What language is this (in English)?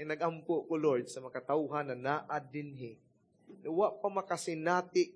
Cebuano